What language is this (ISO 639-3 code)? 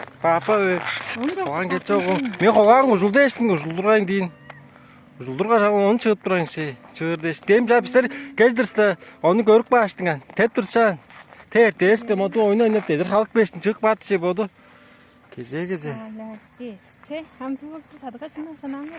tyv